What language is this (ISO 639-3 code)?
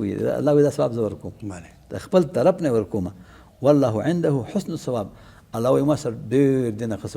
pus